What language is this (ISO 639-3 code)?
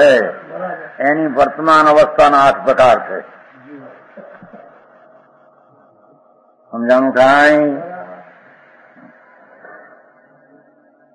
guj